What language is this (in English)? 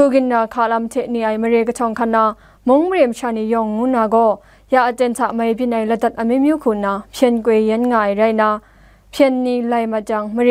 Kachin